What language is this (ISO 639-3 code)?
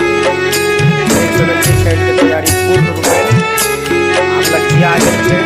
mai